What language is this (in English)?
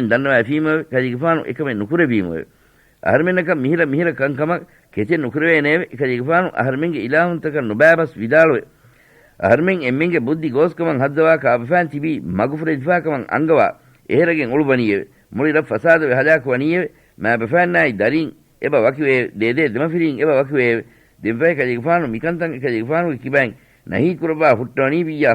Divehi